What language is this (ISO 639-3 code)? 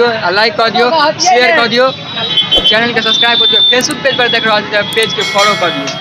mai